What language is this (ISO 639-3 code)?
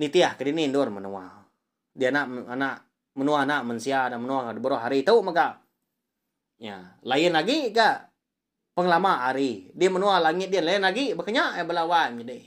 iba